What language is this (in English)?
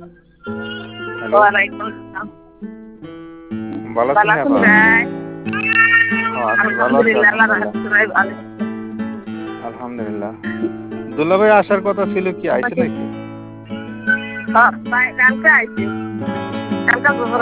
Bangla